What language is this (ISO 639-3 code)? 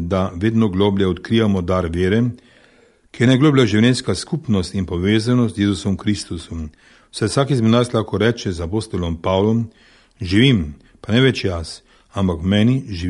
slv